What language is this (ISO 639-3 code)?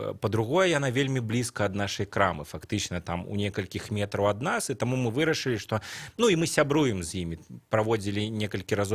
bel